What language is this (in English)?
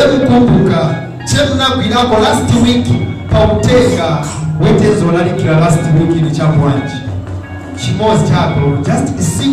Nyanja